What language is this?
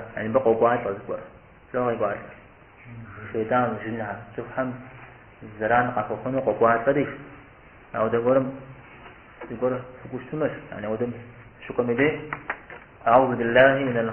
Kabardian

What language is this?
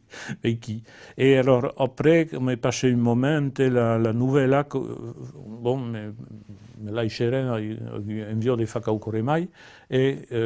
Occitan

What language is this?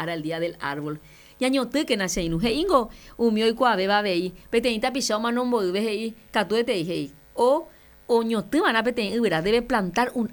Guarani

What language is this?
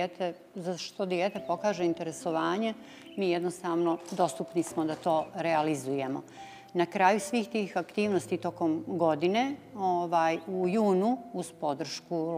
Bosnian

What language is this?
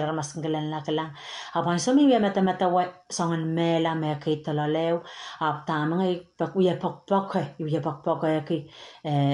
Pohnpeian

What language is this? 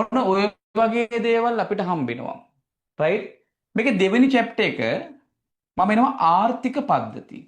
Sinhala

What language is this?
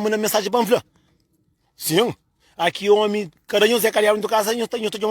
Kabuverdianu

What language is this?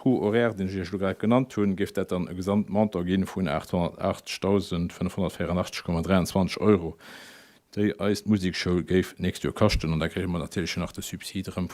Luxembourgish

